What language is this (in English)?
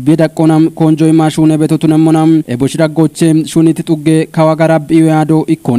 Kafa